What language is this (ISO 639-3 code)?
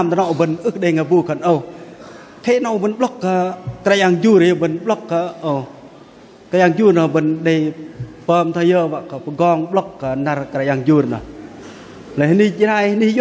bdq